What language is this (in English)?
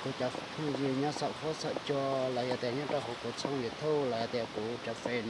Hmong